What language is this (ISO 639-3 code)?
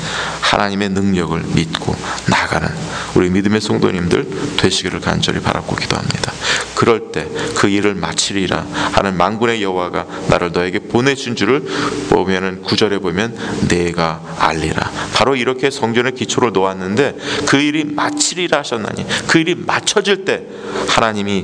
kor